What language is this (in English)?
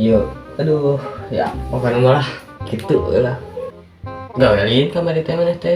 Sundanese